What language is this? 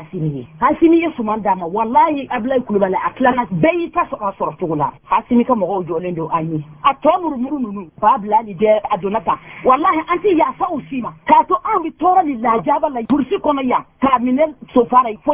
Bambara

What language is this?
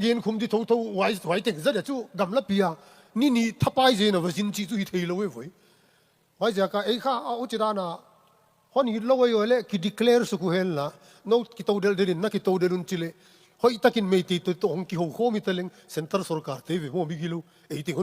Tedim Chin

